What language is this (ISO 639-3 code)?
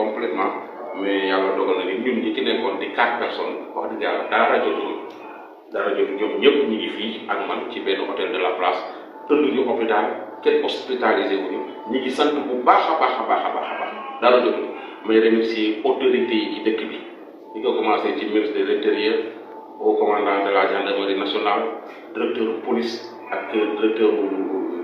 wol